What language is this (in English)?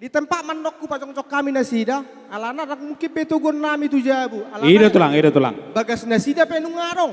Batak Toba